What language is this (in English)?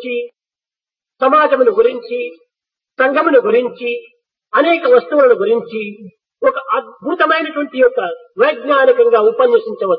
Telugu